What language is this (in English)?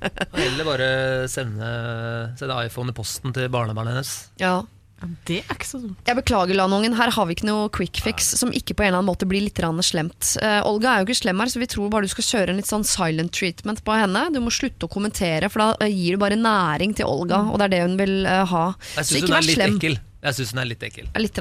Norwegian